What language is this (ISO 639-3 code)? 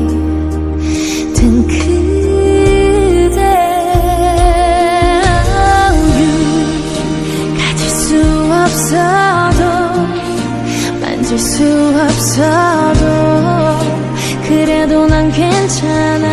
kor